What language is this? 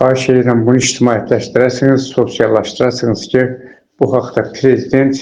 Azerbaijani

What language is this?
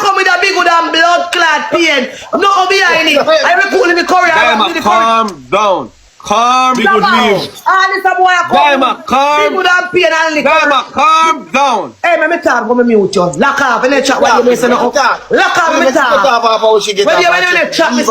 Jamaican Creole English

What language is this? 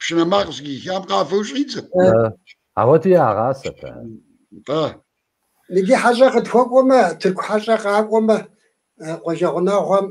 Kabardian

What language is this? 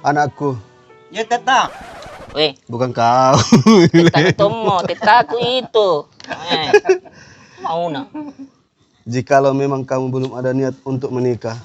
Makassar Malay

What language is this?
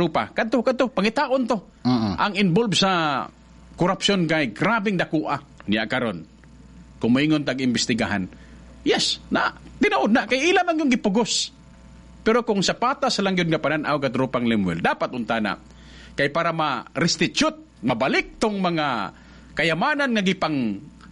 Cebuano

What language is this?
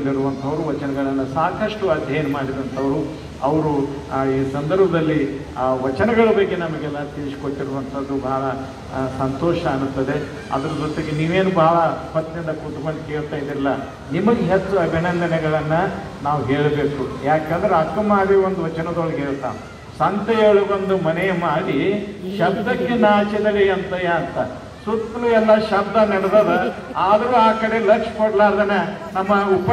Kannada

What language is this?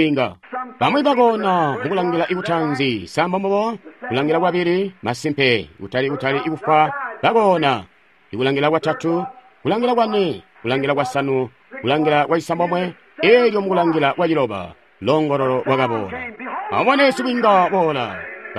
Tonga (Zambia)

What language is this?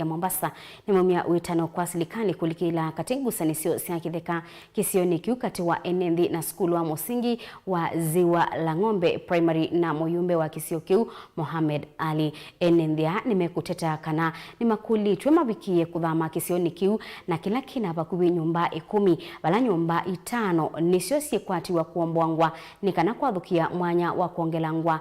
Kamba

